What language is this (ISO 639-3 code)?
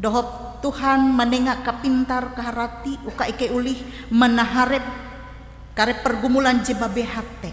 nij